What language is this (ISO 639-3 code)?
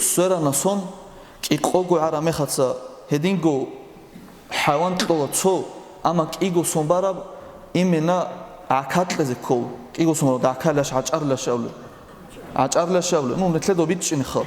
ava